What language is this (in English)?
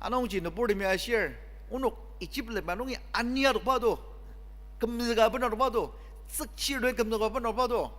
Ao Naga